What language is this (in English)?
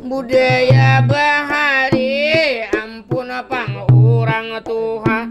Banjar